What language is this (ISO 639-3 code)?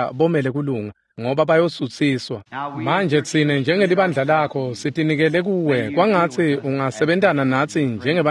ssw